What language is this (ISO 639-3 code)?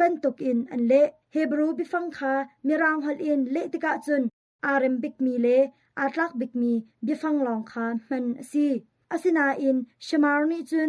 cnh